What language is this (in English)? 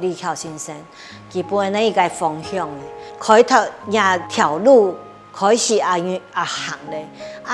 Hakka Chinese